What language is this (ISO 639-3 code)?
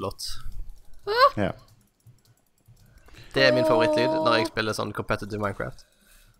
nor